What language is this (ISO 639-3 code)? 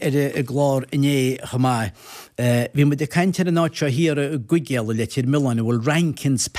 gle